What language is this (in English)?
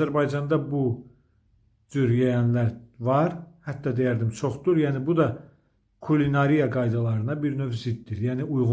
Azerbaijani